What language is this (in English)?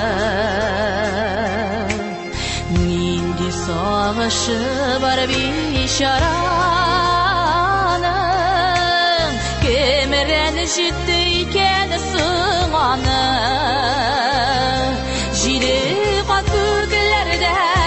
Tatar